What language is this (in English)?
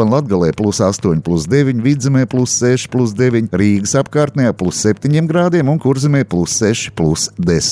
Latvian